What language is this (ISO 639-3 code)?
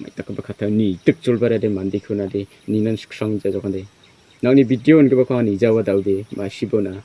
grt